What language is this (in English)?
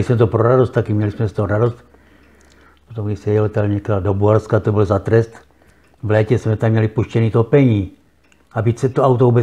Czech